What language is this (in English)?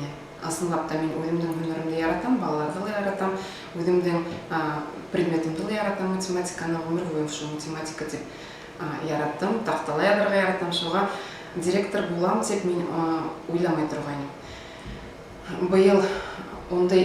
Bashkir